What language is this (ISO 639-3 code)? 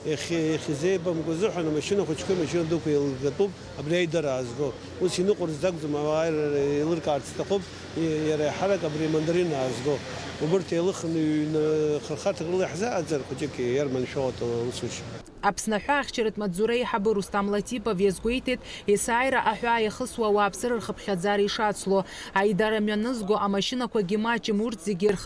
abk